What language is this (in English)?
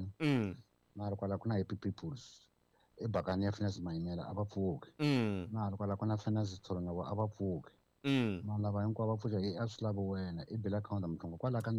Tsonga